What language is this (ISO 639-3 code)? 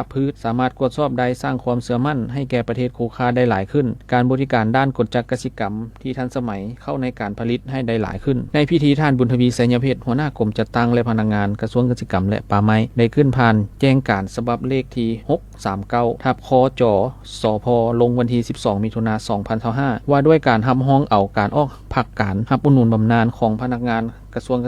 lao